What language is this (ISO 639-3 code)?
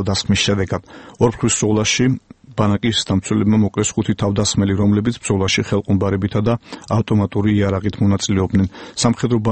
kat